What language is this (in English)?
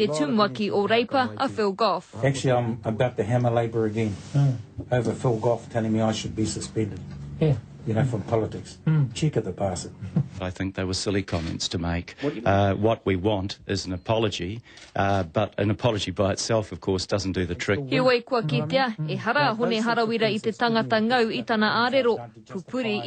Māori